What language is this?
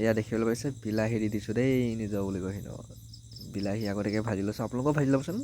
Assamese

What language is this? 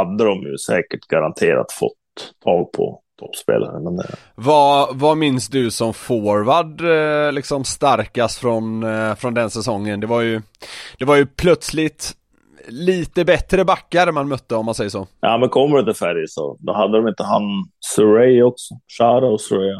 Swedish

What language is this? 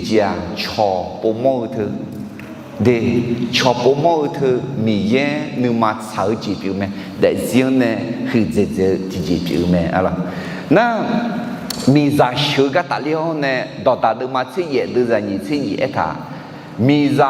Akha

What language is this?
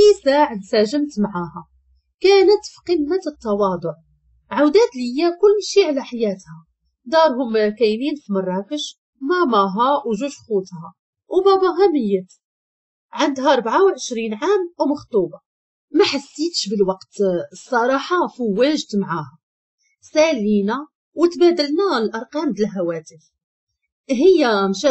Moroccan Arabic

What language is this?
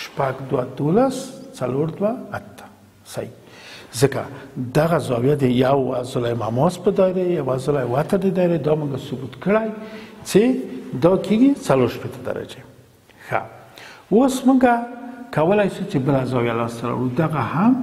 Pashto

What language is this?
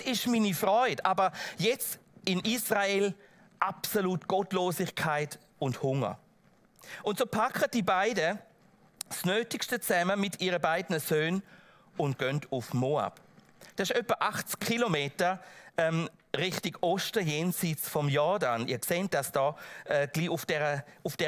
Swiss German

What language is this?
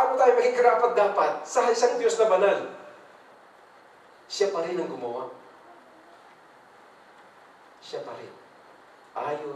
Filipino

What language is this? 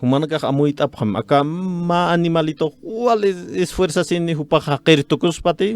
Aymara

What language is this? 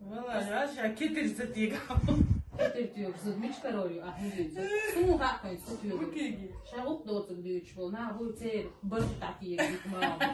Chechen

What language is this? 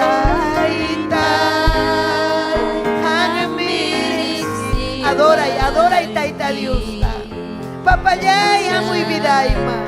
Ayacucho Quechua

